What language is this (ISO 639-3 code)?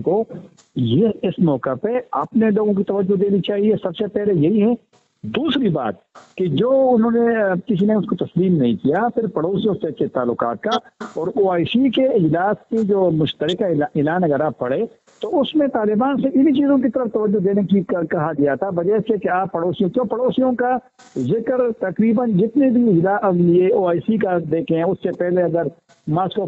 urd